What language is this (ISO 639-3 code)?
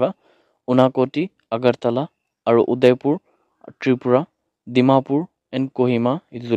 nag